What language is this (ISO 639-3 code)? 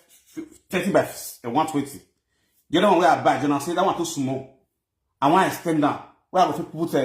pcm